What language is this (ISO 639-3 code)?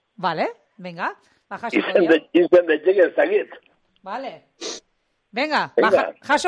eus